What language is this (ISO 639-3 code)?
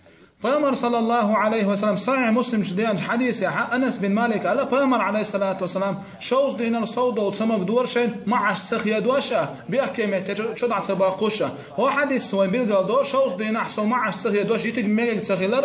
che